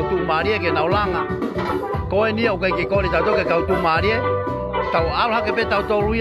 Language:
Tongan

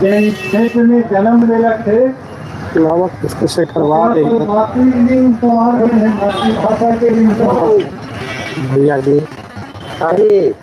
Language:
Magahi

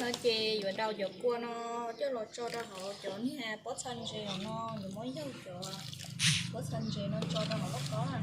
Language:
Hmong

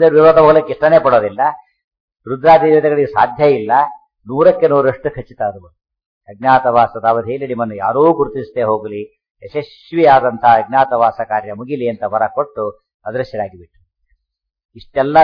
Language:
Kannada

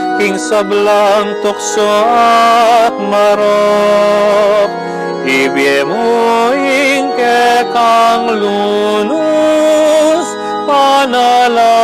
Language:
Pampanga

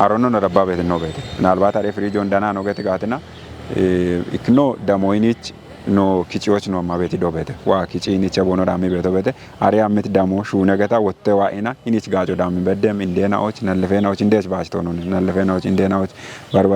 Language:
Kafa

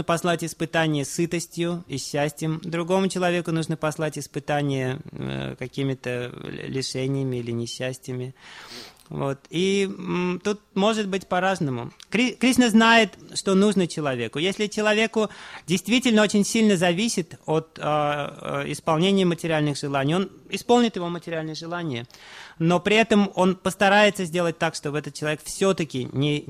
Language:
Russian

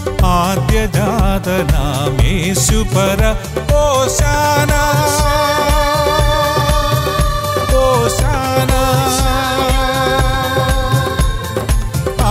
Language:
Malayalam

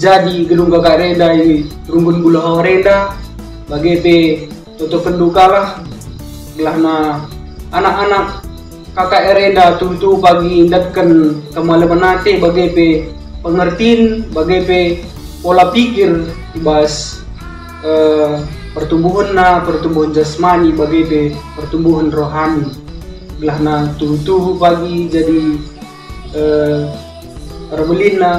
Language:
Batak Karo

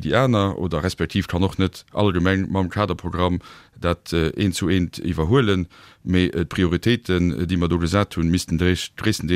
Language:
Luxembourgish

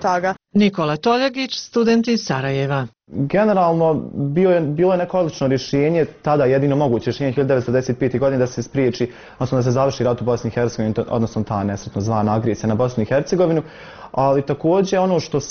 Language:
Bosnian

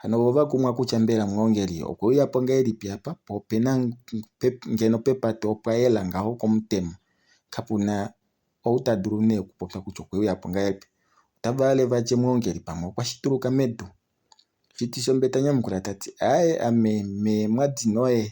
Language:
Kuanyama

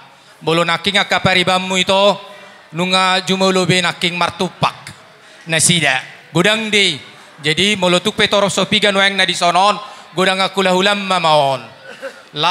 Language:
Batak Toba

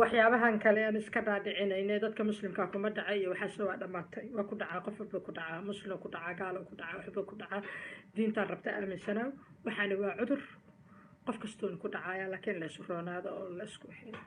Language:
Somali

